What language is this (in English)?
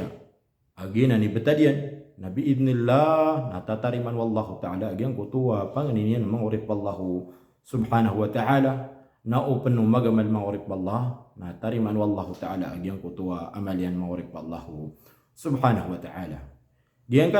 Maranao